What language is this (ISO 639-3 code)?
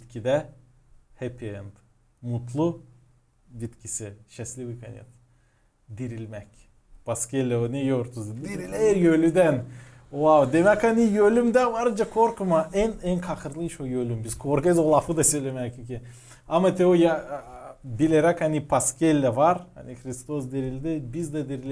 gag